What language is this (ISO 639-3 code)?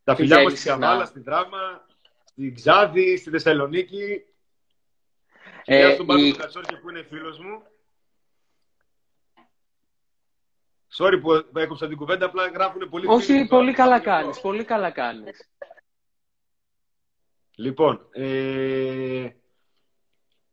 ell